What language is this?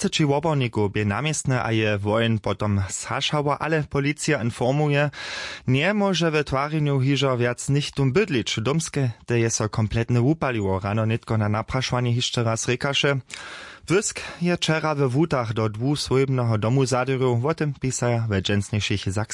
Upper Sorbian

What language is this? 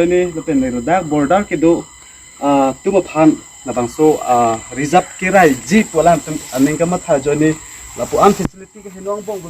Karbi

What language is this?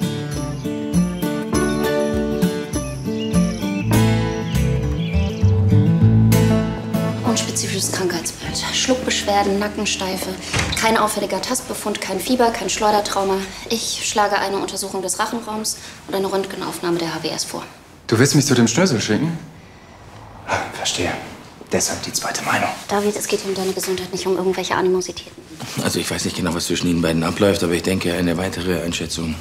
German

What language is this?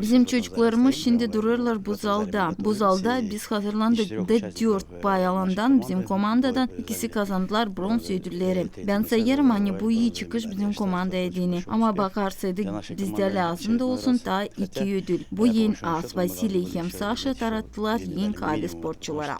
Gagauz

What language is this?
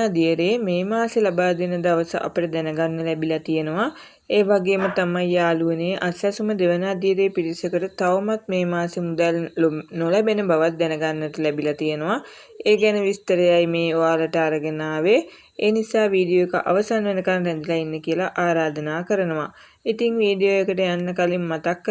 Sinhala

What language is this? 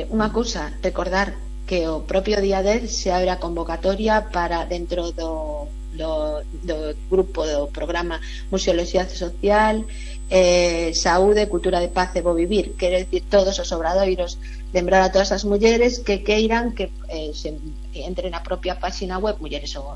Galician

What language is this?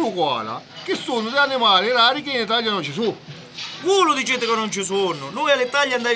Sicilian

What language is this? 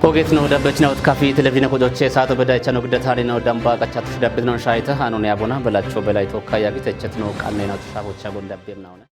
Kafa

